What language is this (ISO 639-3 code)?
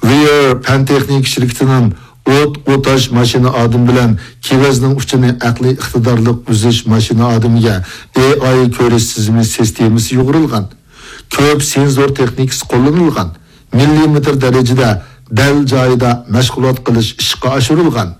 uig